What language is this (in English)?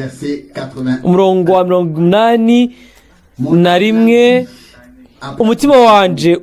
Rundi